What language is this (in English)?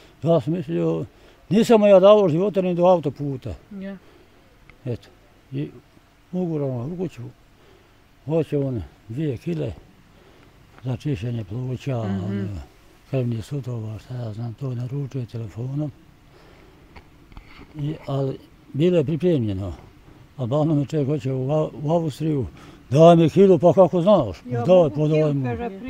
Bosnian